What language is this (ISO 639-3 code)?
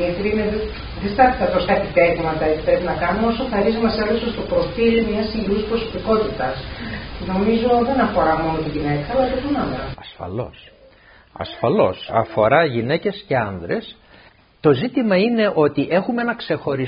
ell